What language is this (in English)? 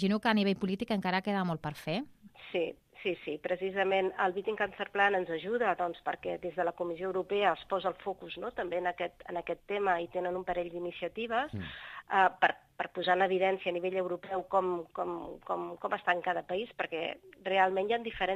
Catalan